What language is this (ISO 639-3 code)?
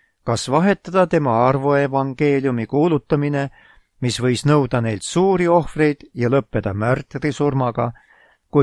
est